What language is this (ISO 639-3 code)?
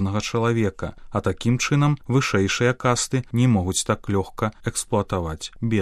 bel